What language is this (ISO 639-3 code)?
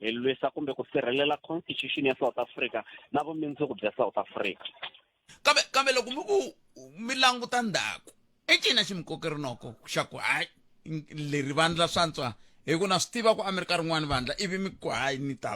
tso